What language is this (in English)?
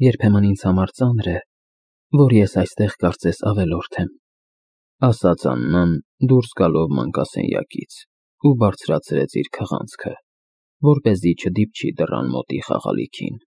Armenian